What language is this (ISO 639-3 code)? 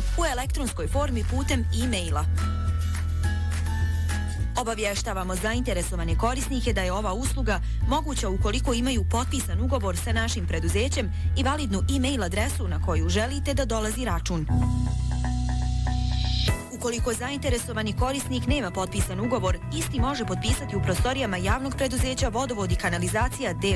bos